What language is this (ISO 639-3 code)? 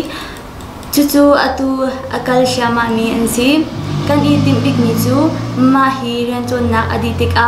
cnh